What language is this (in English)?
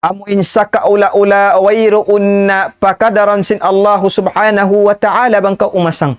Tausug